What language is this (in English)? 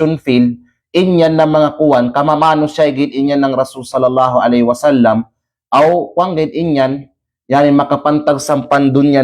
Kalagan